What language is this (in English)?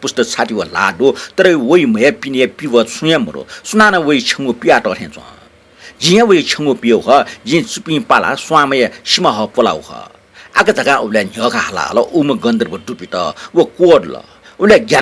Newari